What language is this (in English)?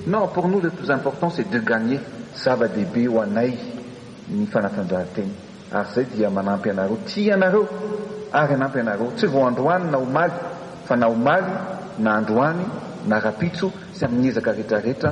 Malagasy